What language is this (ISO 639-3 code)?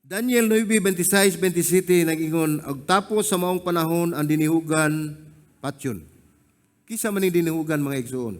ceb